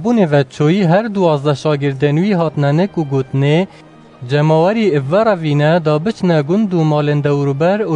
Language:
Kurdish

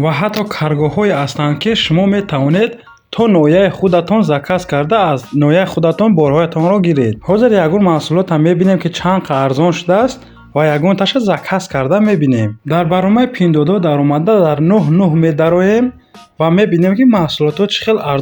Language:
Tajik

